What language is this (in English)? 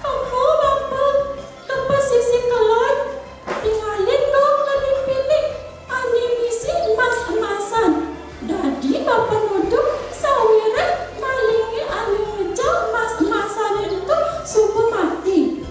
Balinese